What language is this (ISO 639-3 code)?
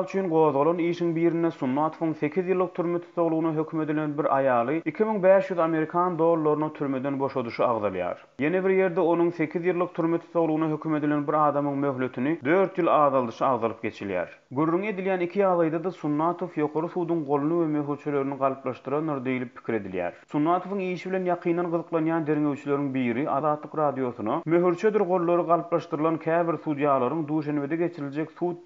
tuk